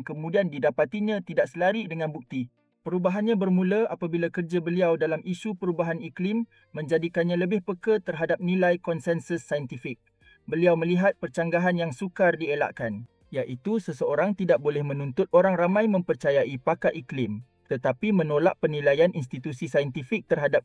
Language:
Malay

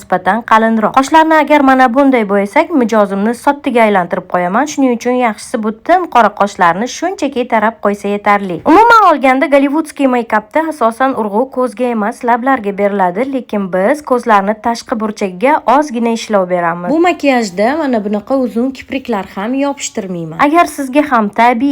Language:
Uzbek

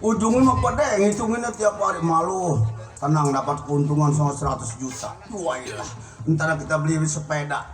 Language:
Betawi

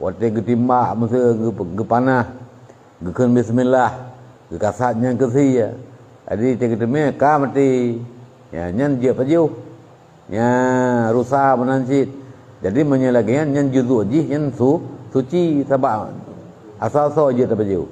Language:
Achinese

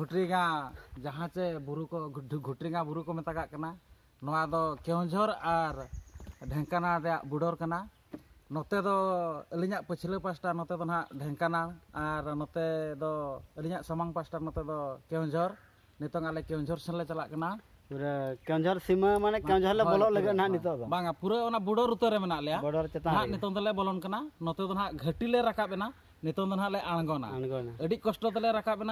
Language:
Santali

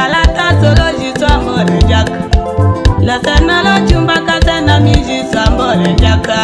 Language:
Tetela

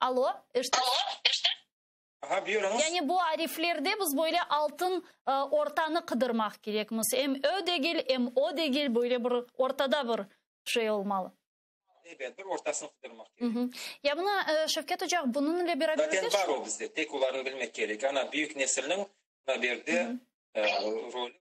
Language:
Crimean Tatar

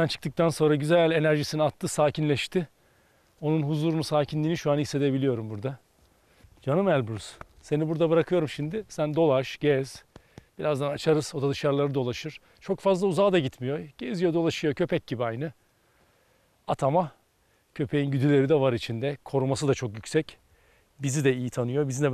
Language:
Turkish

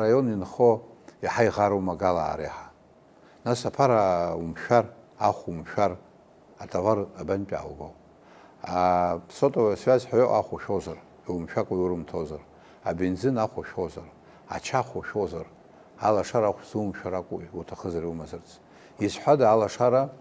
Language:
Abkhazian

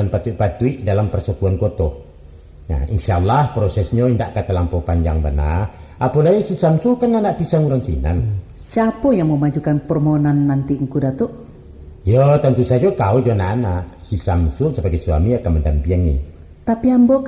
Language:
Minangkabau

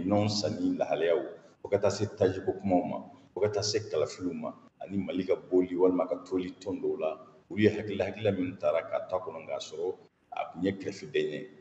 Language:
Bambara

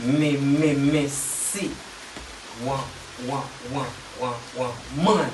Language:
Jamaican Creole English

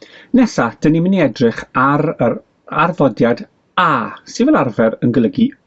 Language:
Welsh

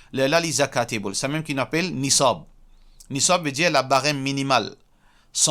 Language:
Morisyen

